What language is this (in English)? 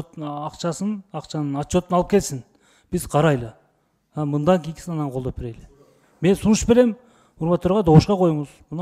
Kyrgyz